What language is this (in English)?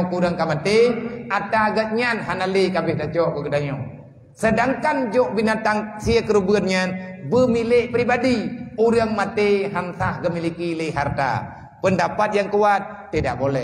Achinese